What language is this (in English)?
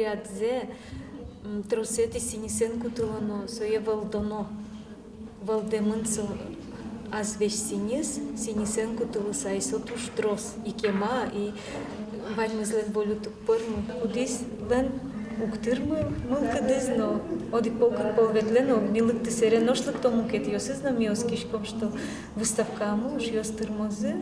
Udmurt